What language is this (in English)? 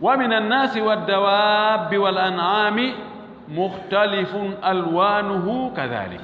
Fula